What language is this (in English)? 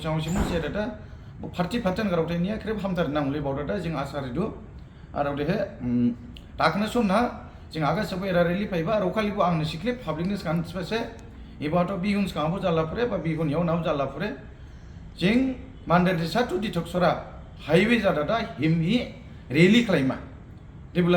Dimasa